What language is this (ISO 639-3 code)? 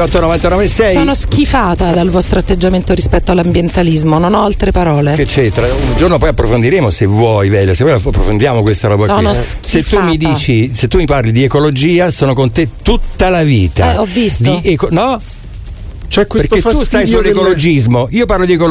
ita